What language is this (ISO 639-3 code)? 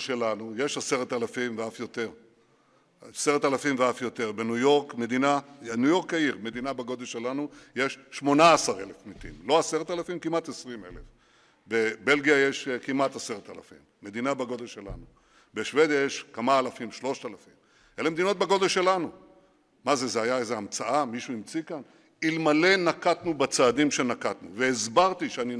heb